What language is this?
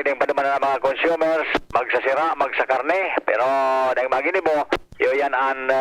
Bikol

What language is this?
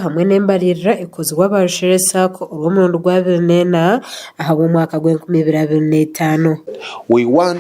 Nyankole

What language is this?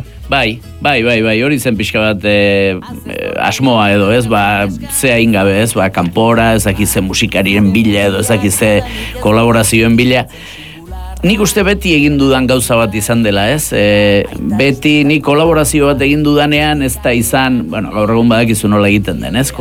Basque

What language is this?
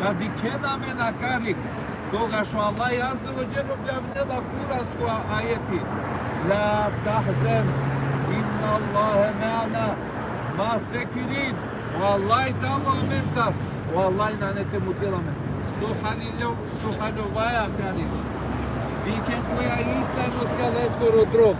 Balkan Romani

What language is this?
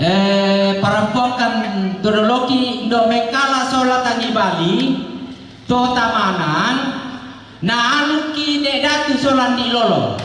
Toraja-Sa'dan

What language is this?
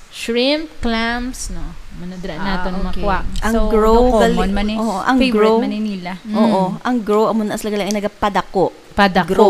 Hiligaynon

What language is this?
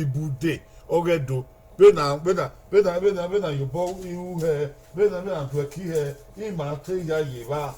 Bini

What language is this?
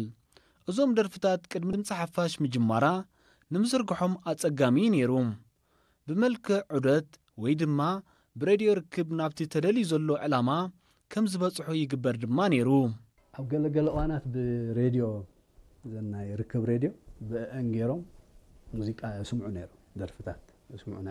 Tigrinya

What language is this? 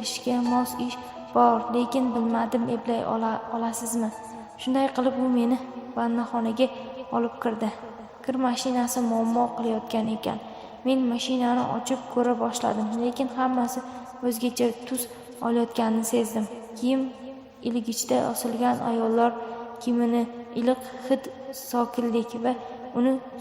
Uzbek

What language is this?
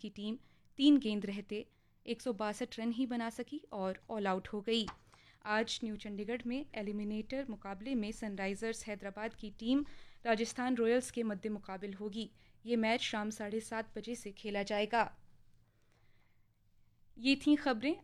Urdu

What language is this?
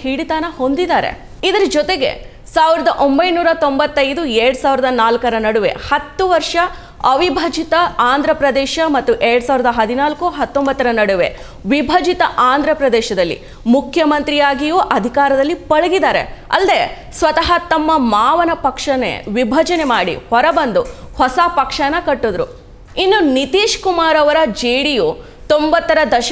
Kannada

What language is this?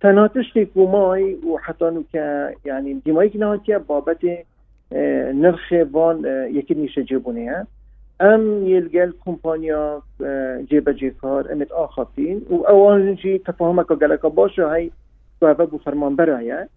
Kurdish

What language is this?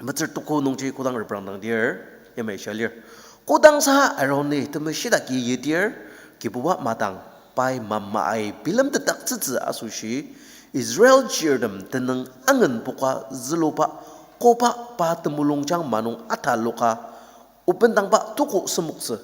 Ao Naga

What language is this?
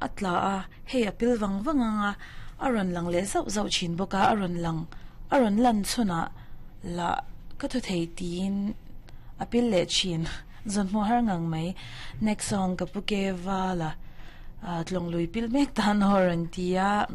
Mizo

